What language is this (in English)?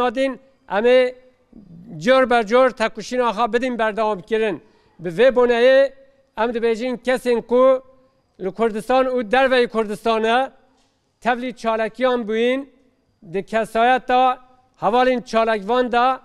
Kurdish